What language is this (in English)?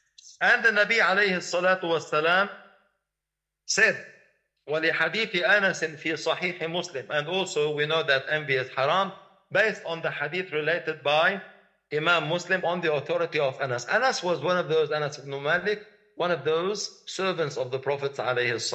English